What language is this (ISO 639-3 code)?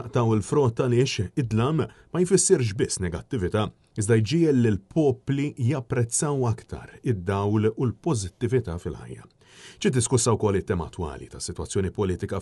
mlt